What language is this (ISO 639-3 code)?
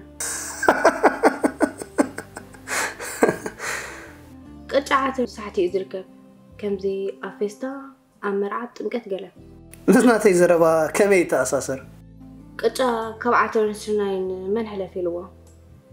tir